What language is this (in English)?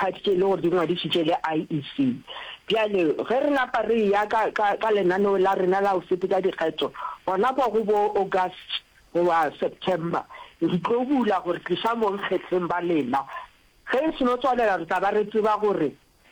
Northern Sotho